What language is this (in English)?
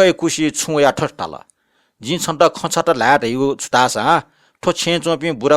Newari